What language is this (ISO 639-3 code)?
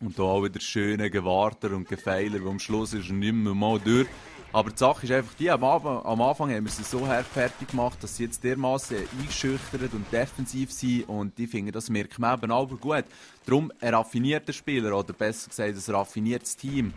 gsw